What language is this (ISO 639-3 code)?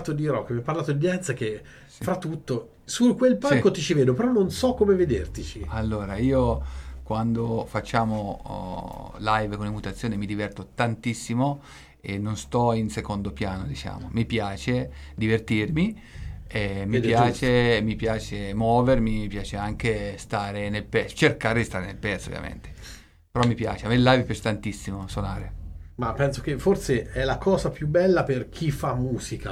ita